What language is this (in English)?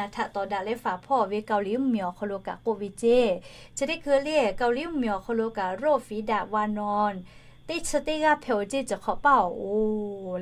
Lahu